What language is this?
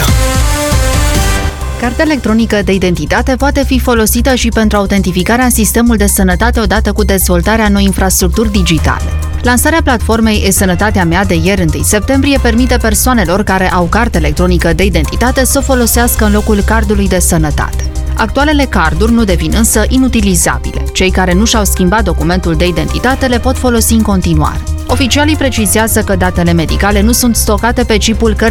Romanian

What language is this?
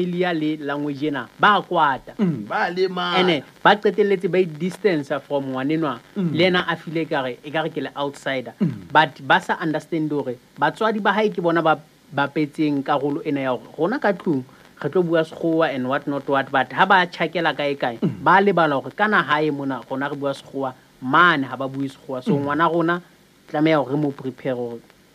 Southern Sotho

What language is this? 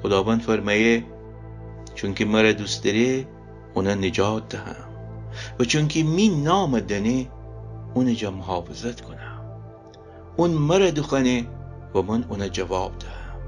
Gilaki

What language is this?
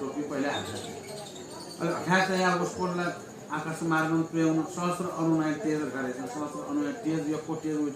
Newari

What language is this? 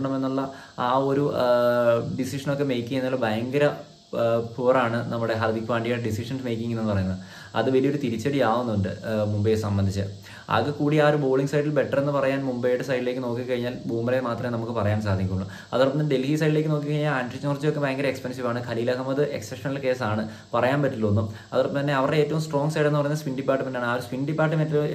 Malayalam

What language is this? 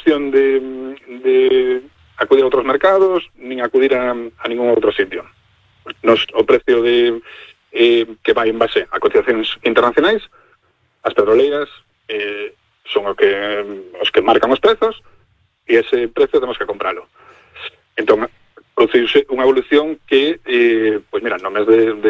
Galician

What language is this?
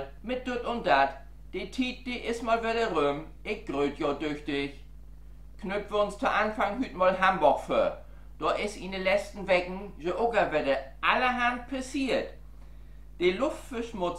Low German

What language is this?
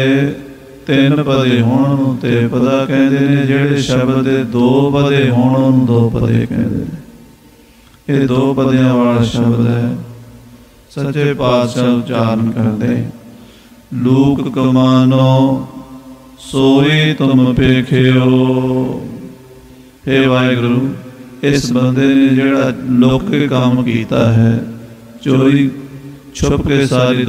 Punjabi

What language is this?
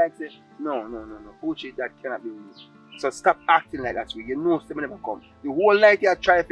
Jamaican Creole English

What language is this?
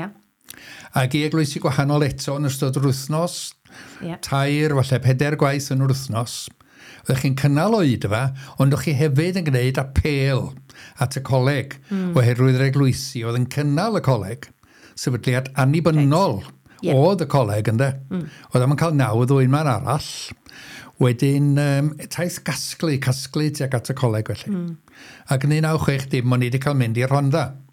Welsh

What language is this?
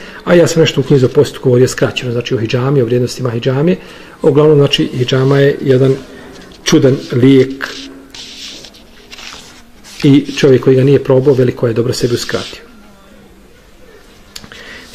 Bosnian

